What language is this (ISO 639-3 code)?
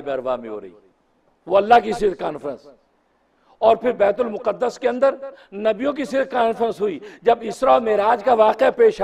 urd